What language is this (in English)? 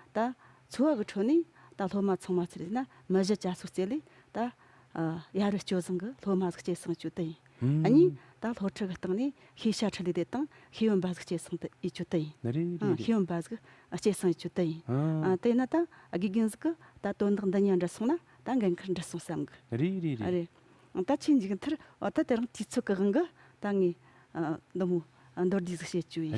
Tibetan